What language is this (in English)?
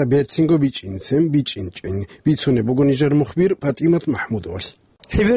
Avaric